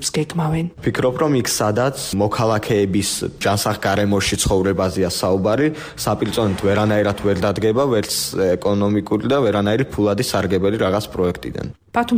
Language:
Georgian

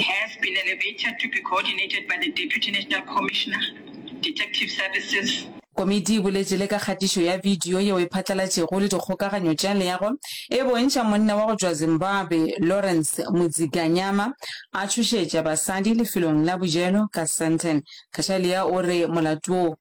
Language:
Northern Sotho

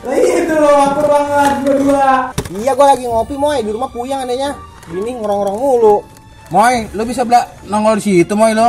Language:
Betawi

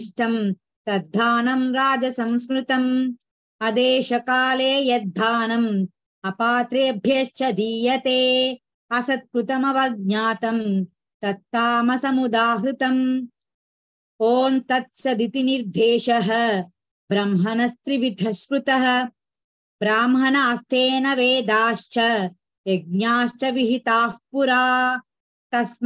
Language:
Sanskrit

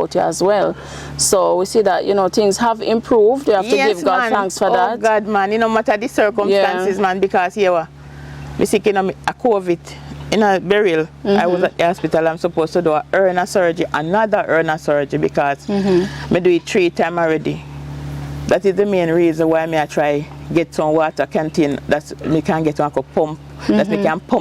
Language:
Jamaican Creole English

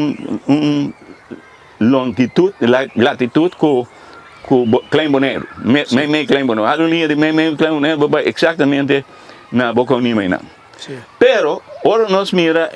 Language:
Papiamento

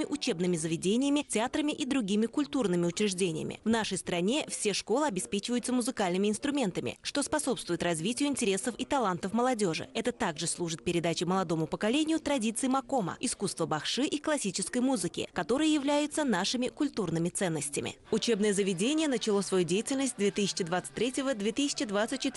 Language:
Russian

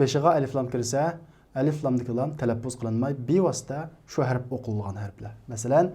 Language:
Uyghur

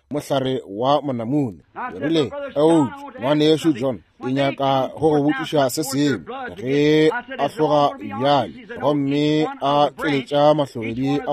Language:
Northern Sotho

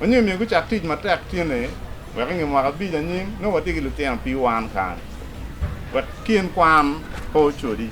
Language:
Acoli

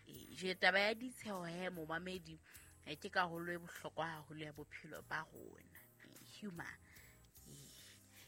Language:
Southern Sotho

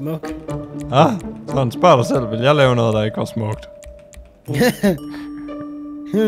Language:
Danish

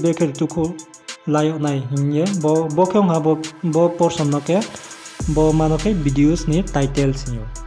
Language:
Riang (India)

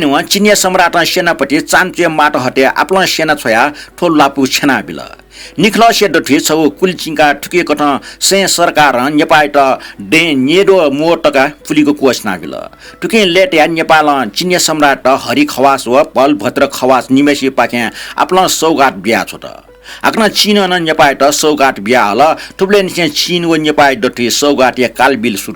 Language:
Newari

